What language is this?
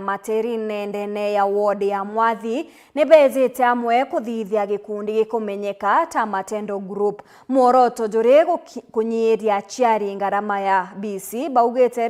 Meru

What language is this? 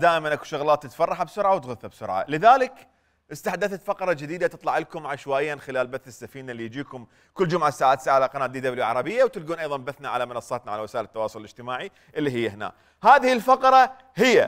Mesopotamian Arabic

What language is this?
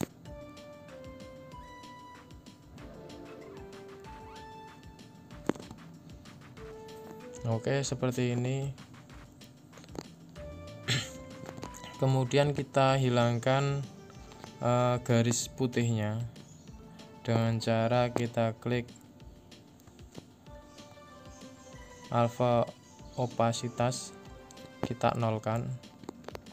Indonesian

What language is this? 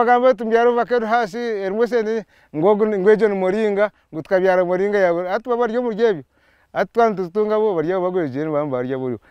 Nyankole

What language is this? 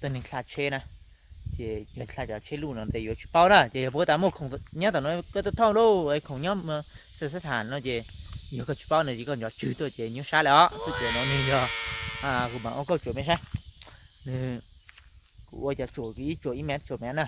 Hmong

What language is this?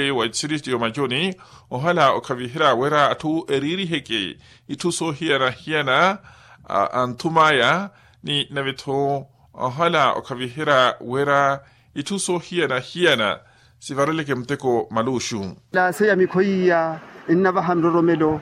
Makhuwa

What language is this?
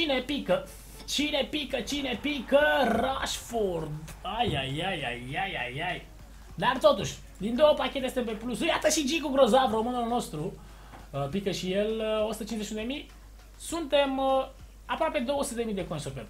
Romanian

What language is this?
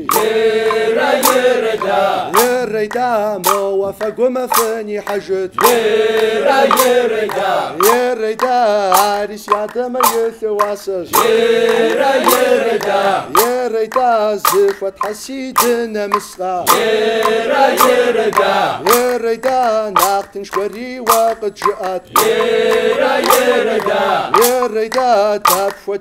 Kabardian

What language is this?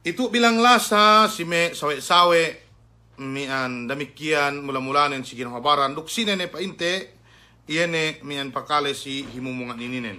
Yakan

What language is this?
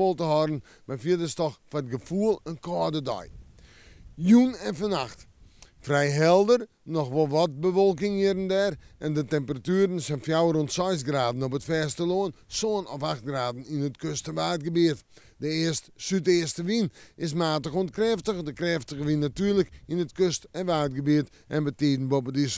Western Frisian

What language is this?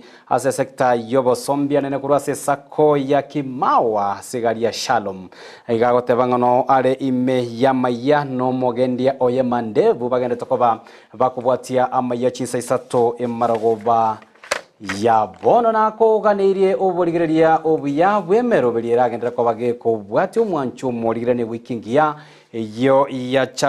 Gusii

